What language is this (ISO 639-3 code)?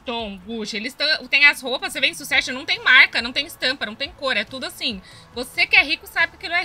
por